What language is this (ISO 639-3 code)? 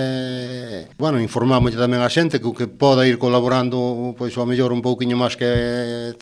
glg